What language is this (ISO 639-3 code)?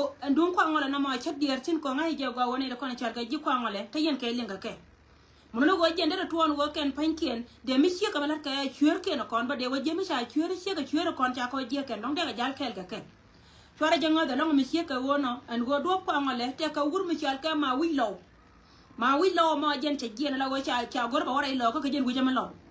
nus